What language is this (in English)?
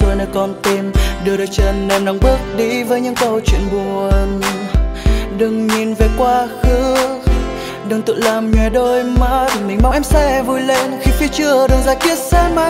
Vietnamese